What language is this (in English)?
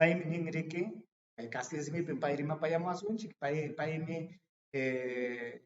Ayacucho Quechua